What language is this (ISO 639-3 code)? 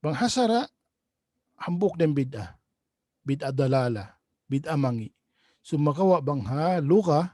tsg